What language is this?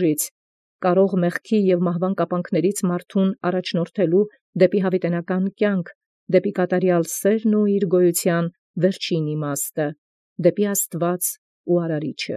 Armenian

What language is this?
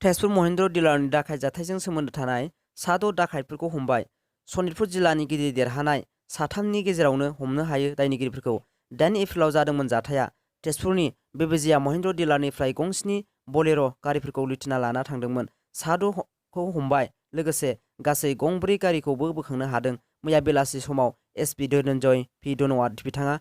Bodo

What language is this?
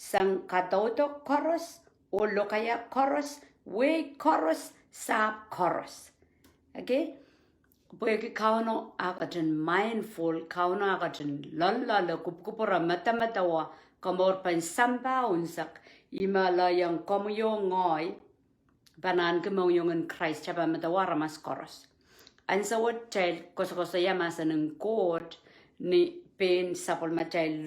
Pohnpeian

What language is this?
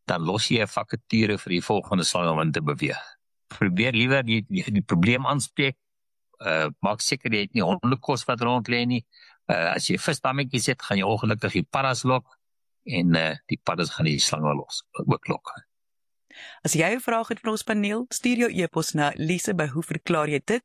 Afrikaans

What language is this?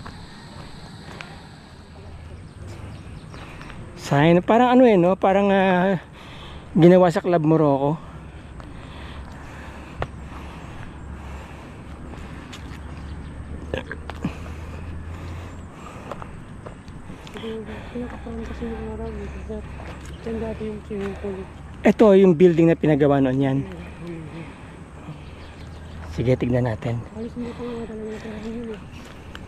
Filipino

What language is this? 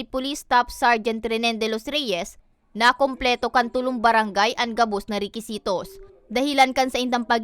Bikol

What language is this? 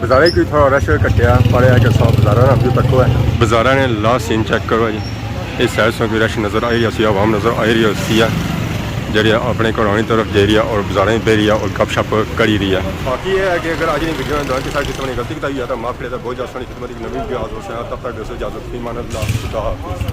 Pahari-Potwari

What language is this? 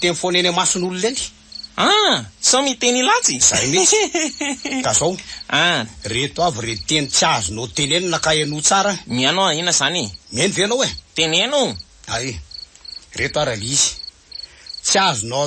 Malagasy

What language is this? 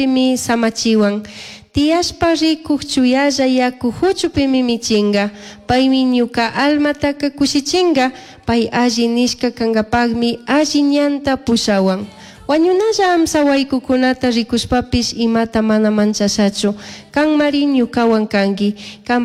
Chimborazo Highland Quichua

